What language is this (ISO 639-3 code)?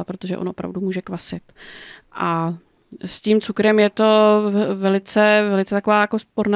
ces